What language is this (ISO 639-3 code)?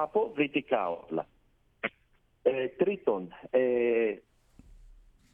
ell